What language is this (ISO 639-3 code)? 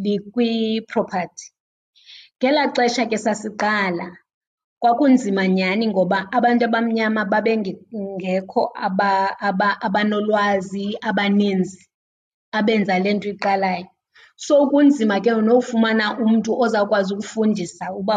xho